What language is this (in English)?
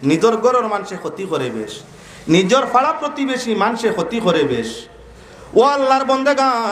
Sylheti